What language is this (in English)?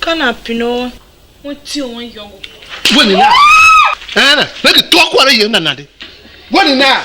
Tiv